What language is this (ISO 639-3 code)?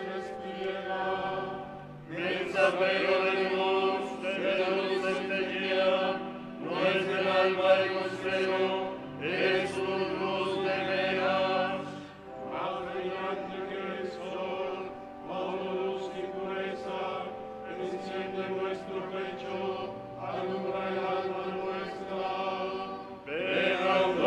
spa